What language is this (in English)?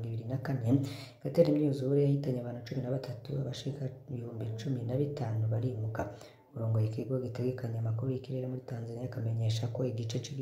Rundi